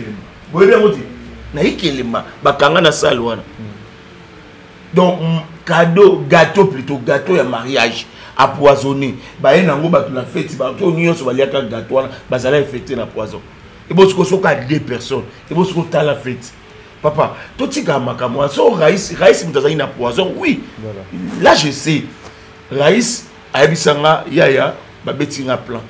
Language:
Lingala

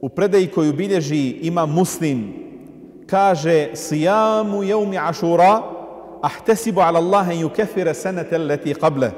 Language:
Bosnian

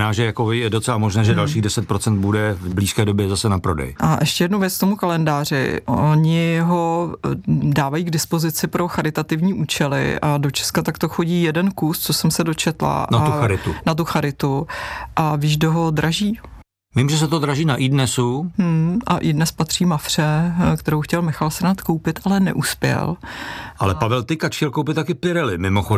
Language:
Czech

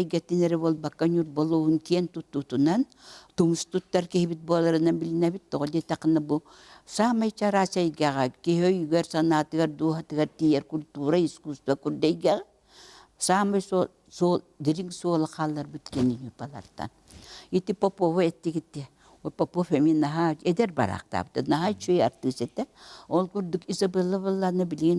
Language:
Yakut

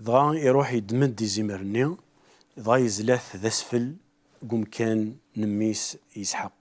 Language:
Kabyle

